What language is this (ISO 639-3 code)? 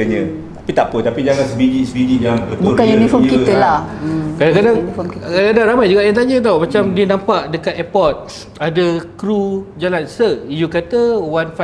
msa